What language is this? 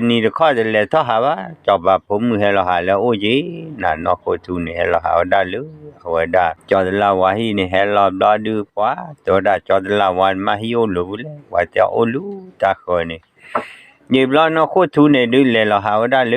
S'gaw Karen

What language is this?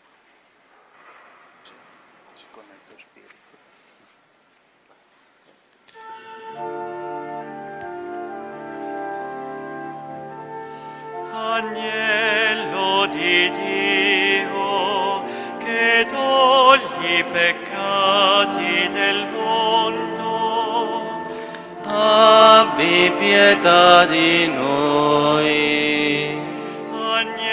Italian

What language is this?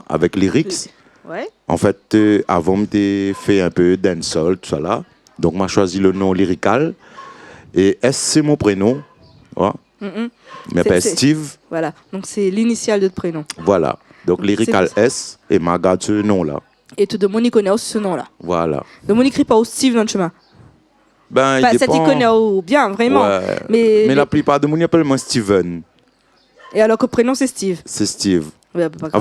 Réunion Creole French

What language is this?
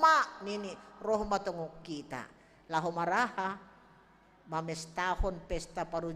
Batak Simalungun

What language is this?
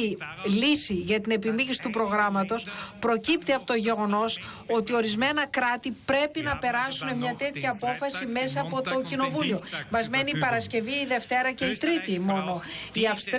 Greek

